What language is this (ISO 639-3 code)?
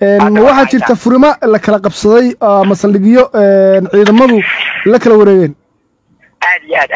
som